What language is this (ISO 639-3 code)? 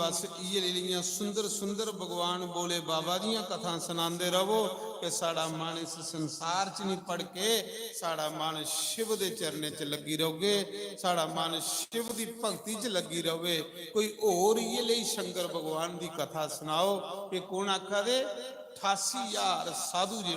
doi